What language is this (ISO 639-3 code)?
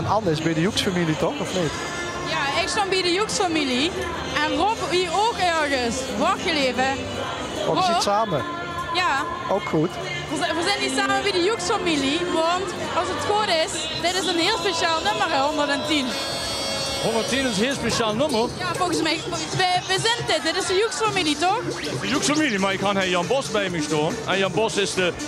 lim